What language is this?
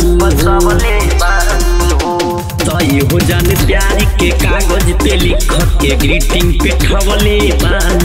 Bhojpuri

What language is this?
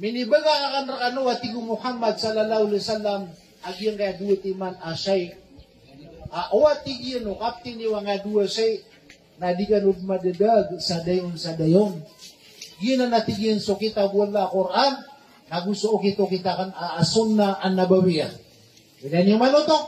Maranao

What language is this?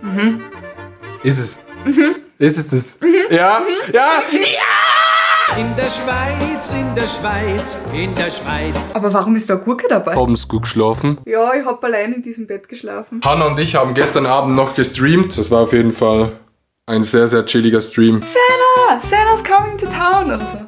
Swiss German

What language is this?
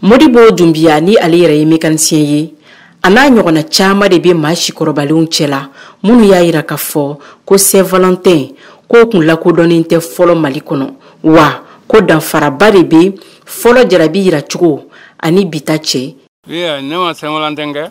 Bambara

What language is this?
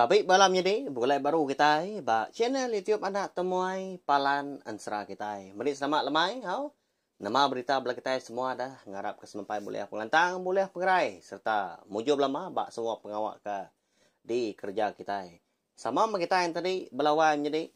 Iban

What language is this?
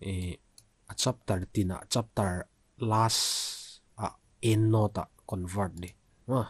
Vaiphei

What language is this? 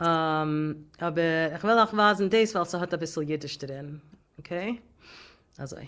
Yiddish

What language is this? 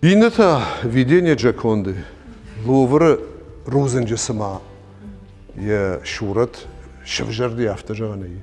Ossetic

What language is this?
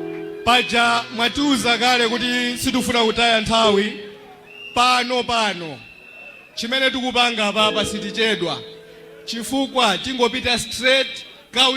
Nyanja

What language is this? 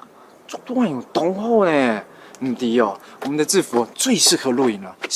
Hakka Chinese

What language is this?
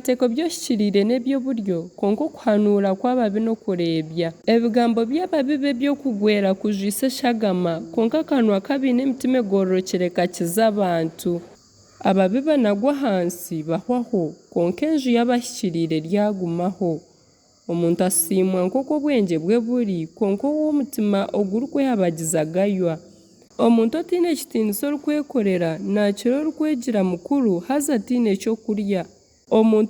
Nyankole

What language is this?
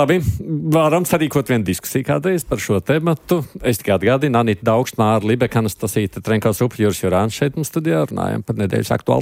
Latvian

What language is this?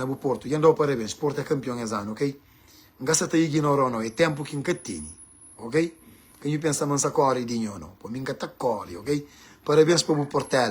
Kabuverdianu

